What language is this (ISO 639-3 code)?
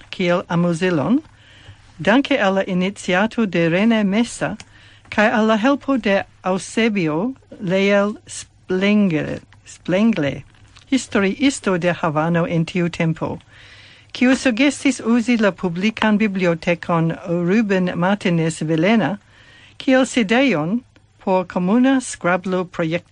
epo